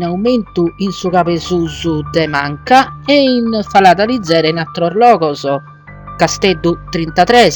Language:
Sardinian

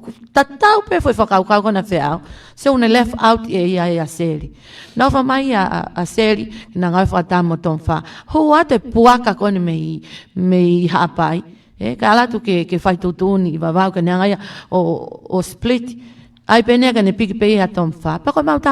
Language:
Tongan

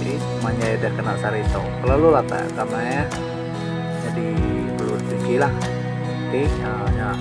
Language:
Iban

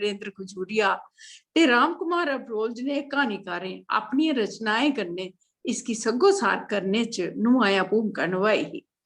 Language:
Dogri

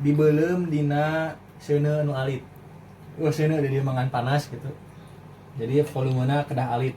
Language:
Sundanese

